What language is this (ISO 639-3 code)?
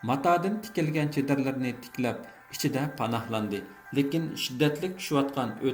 uig